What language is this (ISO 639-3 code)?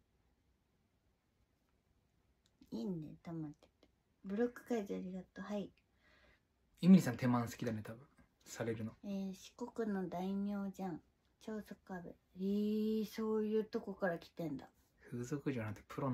jpn